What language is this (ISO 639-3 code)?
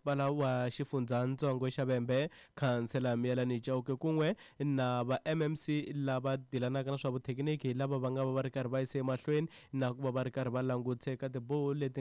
tso